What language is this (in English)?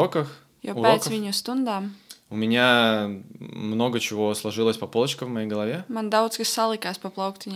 Latvian